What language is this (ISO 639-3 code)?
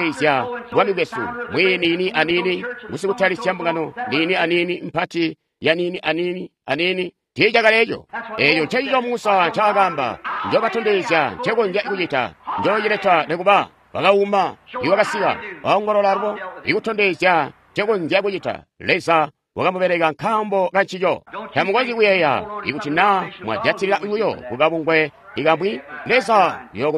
toi